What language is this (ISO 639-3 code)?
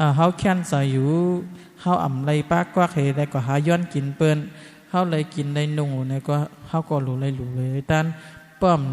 shn